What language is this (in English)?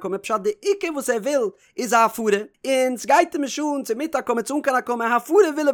Yiddish